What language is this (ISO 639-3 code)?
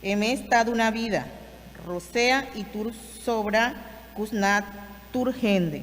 pap